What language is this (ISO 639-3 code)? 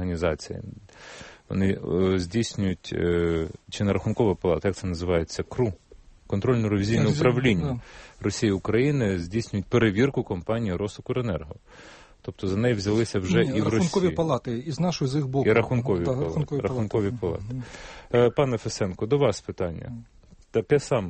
ukr